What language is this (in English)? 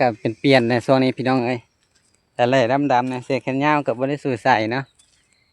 Lao